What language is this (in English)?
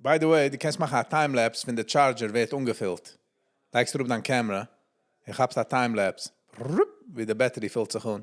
Yiddish